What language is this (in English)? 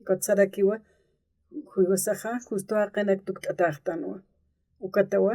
Aymara